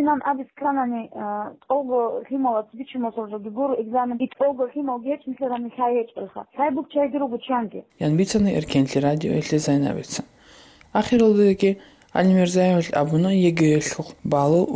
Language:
Avaric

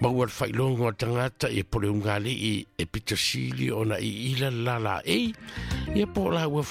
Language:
Samoan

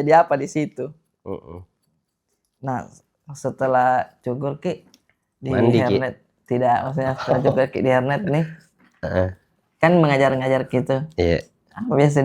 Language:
Makassar Malay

